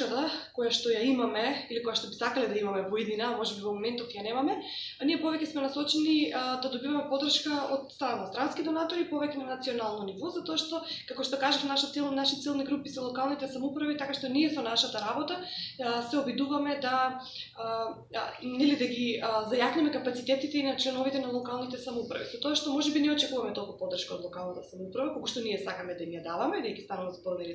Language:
Macedonian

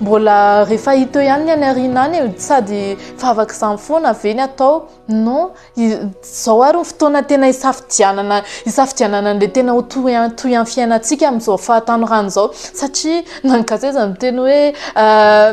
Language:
Malagasy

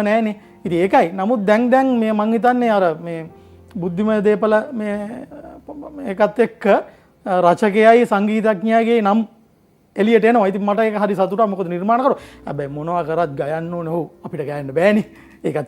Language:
Sinhala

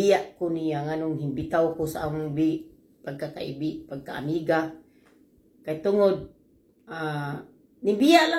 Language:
Cebuano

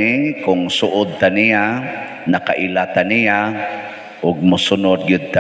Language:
Cebuano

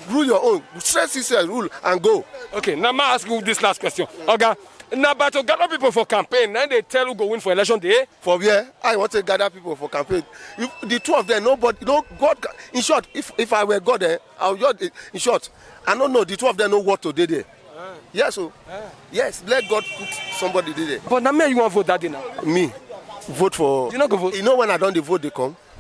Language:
Nigerian Pidgin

